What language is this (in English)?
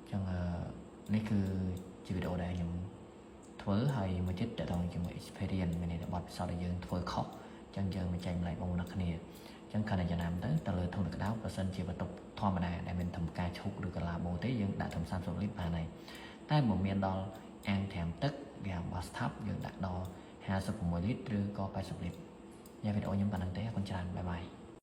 Khmer